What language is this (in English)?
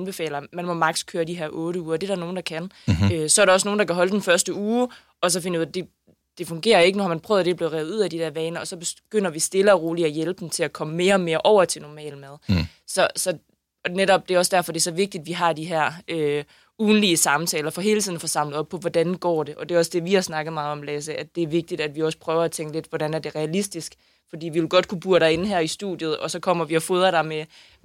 Danish